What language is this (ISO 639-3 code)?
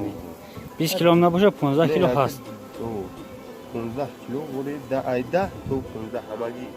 tgk